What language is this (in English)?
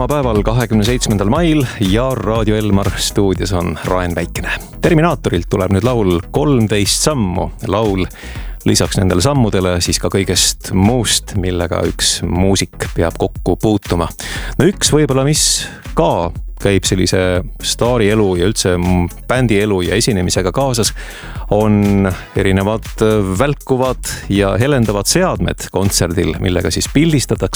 Estonian